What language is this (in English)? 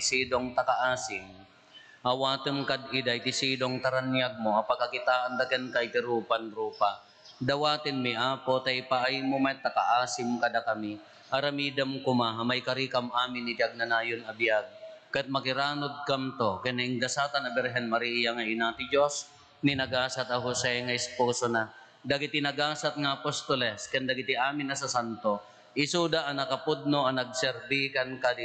Iloko